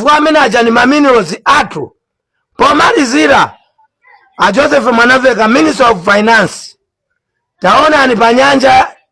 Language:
Nyanja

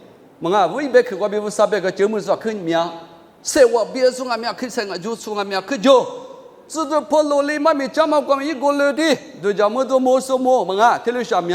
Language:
Lisu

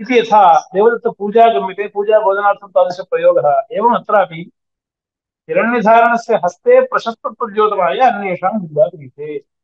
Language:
Sanskrit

